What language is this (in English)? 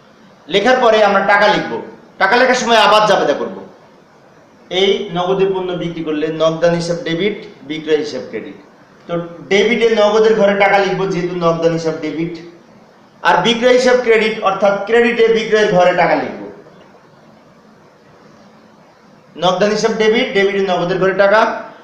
Bangla